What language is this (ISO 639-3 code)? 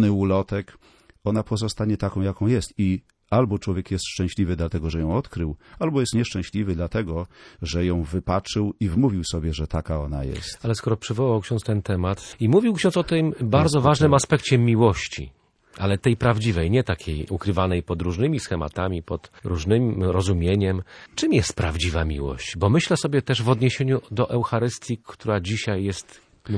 pol